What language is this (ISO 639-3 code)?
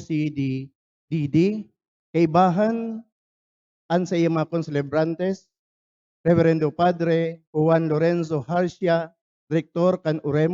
bik